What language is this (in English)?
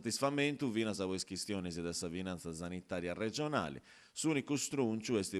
Sardinian